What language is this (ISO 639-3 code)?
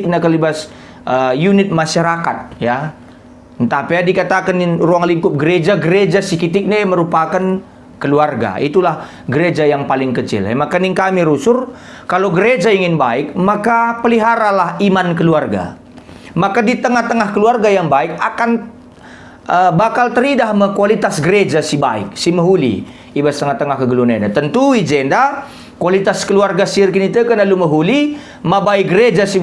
btx